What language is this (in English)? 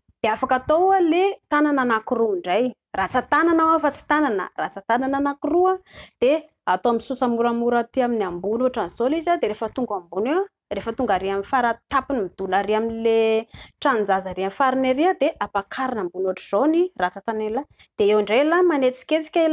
Malagasy